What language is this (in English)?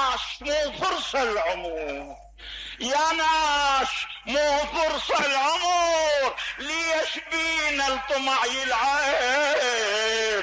Mesopotamian Arabic